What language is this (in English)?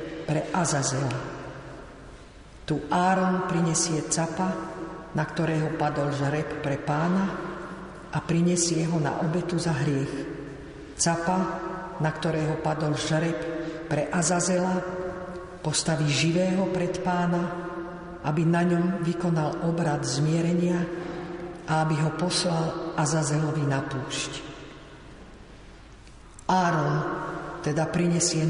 Slovak